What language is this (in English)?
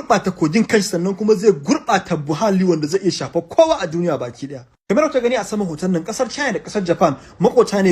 Hausa